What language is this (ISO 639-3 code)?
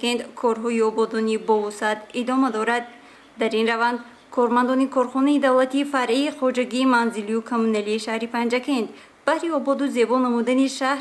tgk